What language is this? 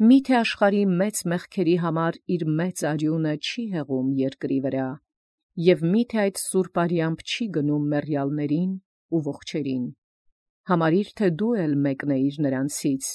Armenian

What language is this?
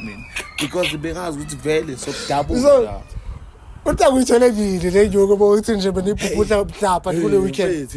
Zulu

